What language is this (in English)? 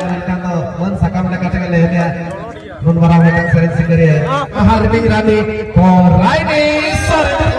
Santali